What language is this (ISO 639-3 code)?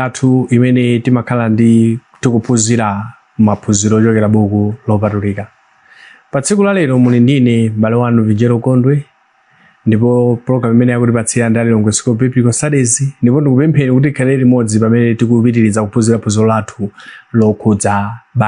nya